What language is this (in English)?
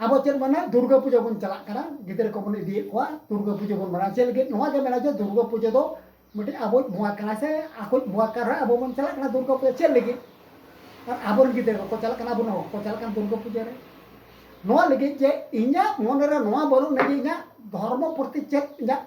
Santali